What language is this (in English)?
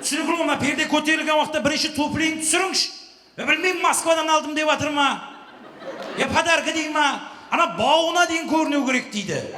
Kara-Kalpak